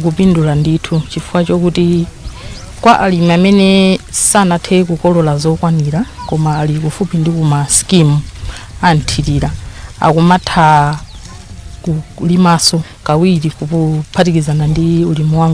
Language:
Nyanja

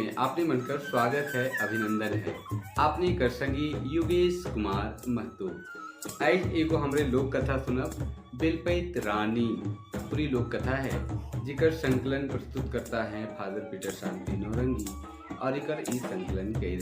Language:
Sadri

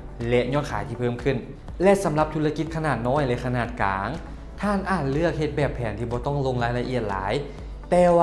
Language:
Lao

